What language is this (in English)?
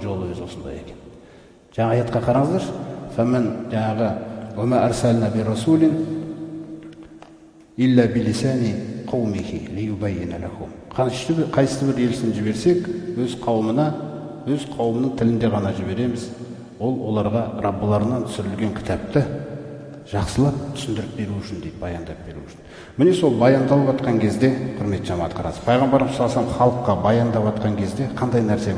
Kazakh